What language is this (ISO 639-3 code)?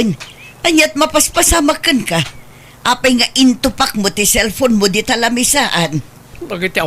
ilo